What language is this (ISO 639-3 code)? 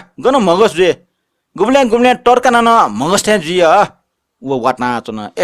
new